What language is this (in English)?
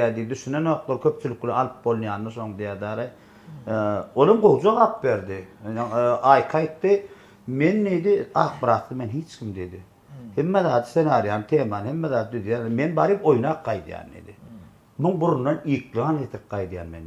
Turkmen